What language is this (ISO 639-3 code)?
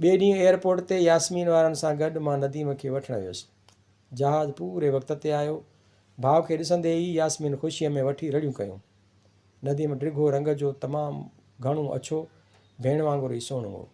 snd